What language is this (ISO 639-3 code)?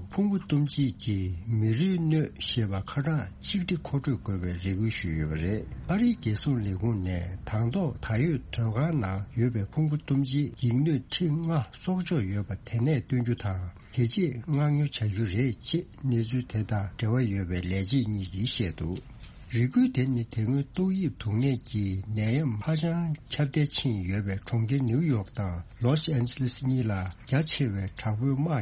bod